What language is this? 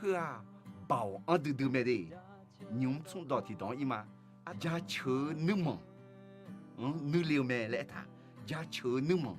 Akha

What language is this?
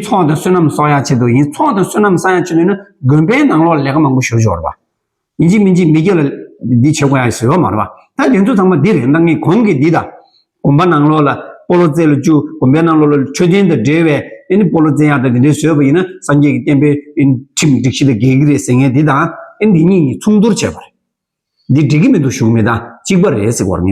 Tibetan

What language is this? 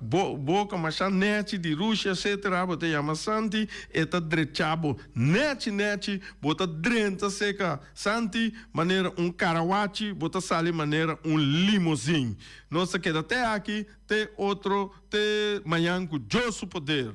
Papiamento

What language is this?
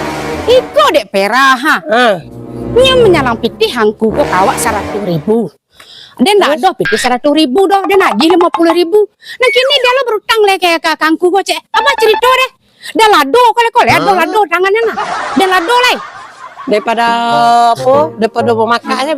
Minangkabau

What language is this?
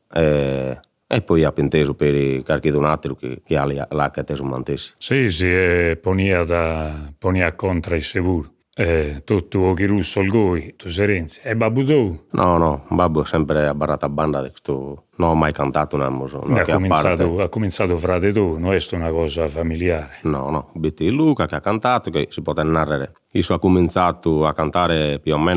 Sardinian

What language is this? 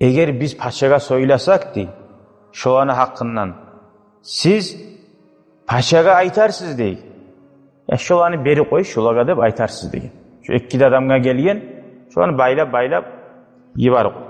Kumyk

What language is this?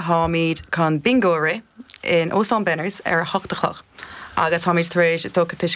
Irish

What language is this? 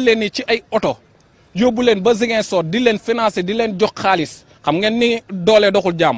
Wolof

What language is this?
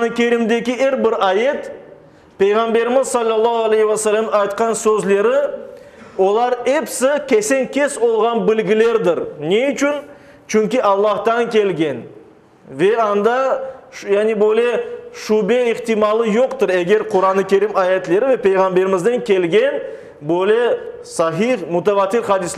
Crimean Tatar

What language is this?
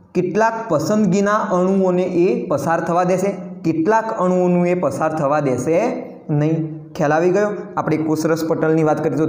Gujarati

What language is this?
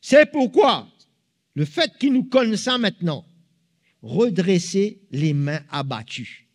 Morisyen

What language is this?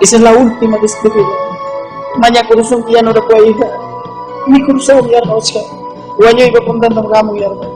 Ayacucho Quechua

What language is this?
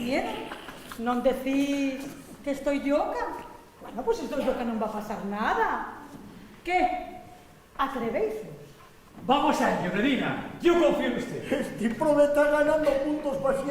Asturian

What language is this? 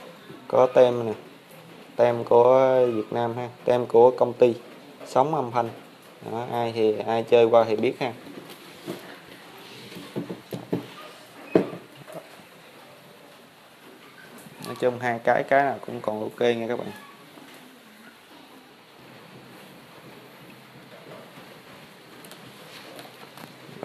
Vietnamese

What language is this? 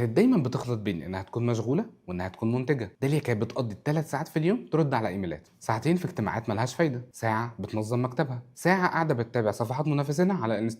Egyptian Arabic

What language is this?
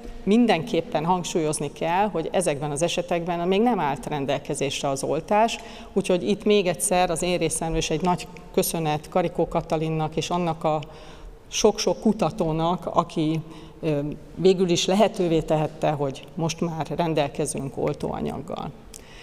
Hungarian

